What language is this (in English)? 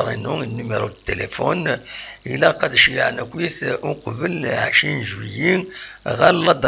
Kabyle